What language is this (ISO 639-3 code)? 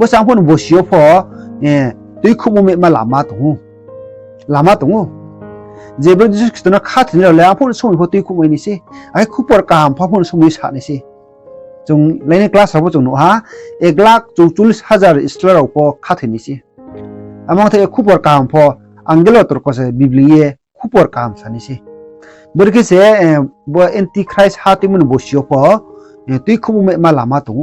ria